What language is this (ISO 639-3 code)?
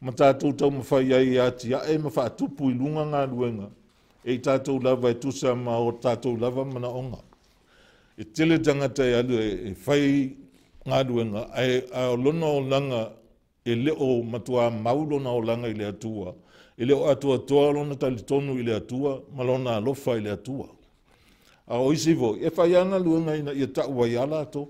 smo